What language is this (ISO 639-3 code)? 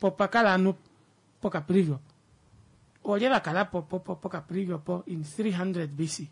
kua